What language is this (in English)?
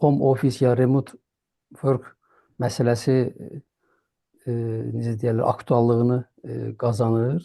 Azerbaijani